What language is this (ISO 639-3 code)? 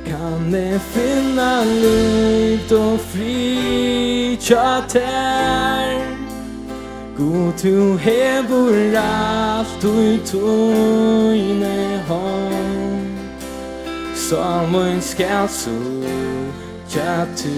fao